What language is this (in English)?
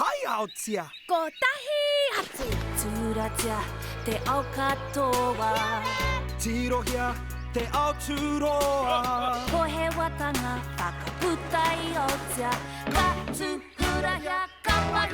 Māori